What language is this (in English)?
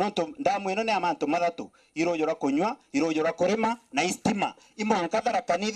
Meru